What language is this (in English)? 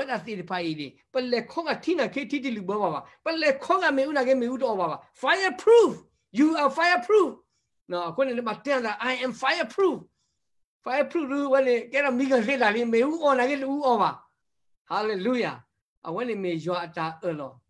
S'gaw Karen